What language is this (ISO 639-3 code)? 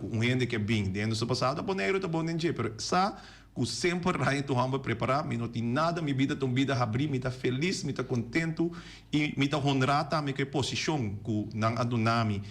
pap